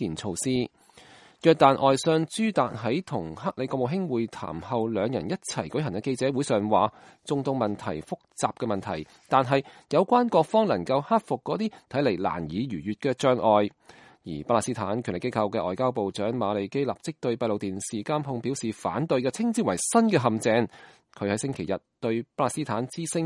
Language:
Cantonese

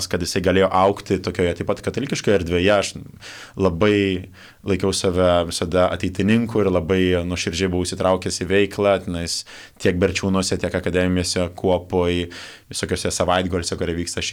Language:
Lithuanian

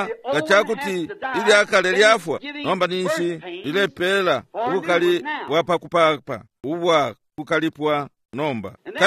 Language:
Bemba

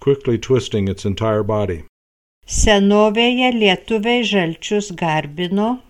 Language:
Lithuanian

